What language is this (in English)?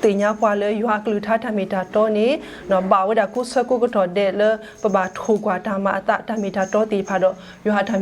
S'gaw Karen